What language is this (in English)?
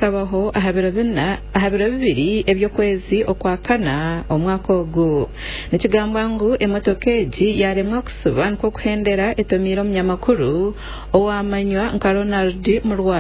Nyankole